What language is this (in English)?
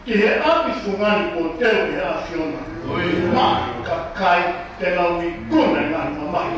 Tongan